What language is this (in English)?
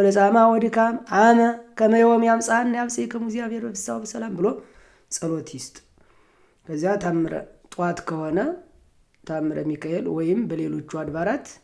Amharic